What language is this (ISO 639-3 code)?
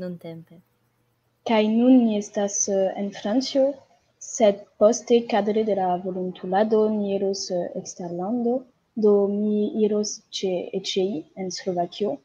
epo